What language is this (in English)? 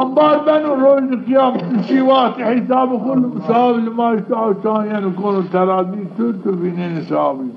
Zaza